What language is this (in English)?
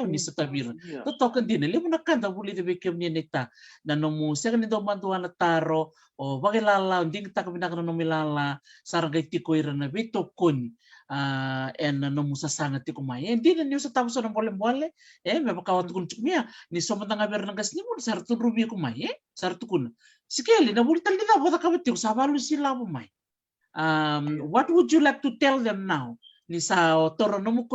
Fijian